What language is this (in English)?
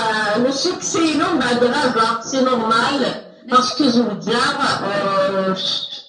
Kabyle